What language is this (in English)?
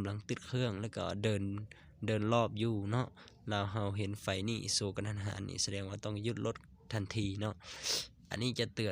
Lao